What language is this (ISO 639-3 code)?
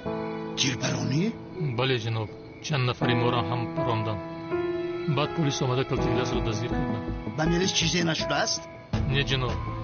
tgk